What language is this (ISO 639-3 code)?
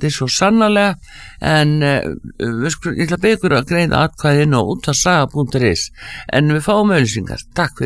isl